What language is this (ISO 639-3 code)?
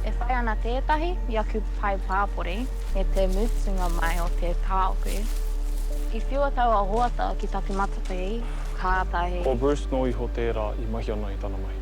mri